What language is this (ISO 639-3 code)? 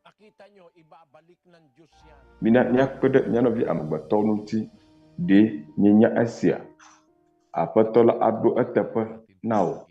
ewe